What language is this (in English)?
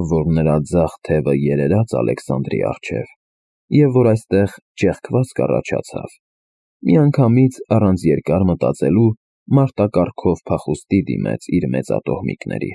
Armenian